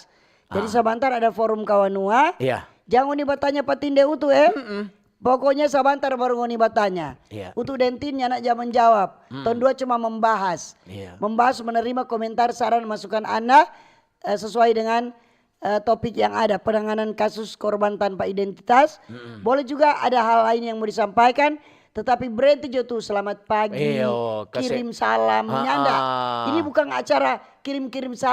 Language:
Manado Malay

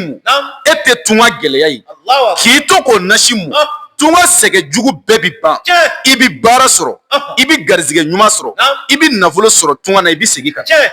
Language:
Bambara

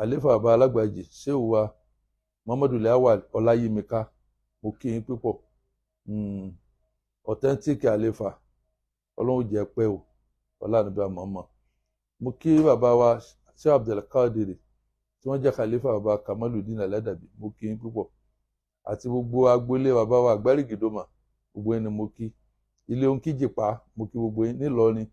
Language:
Yoruba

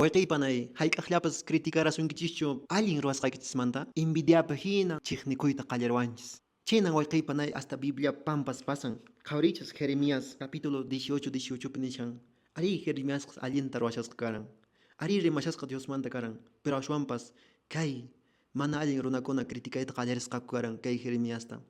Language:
Quechua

